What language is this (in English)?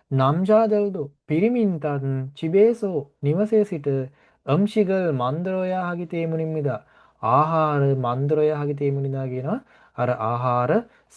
Sinhala